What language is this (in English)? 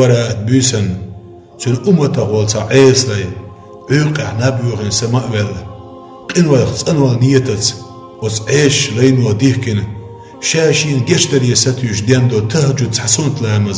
Chechen